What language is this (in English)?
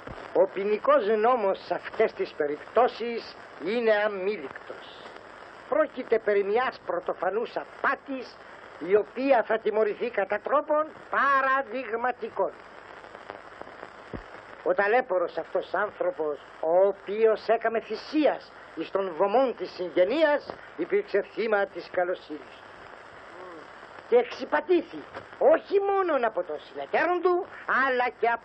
Greek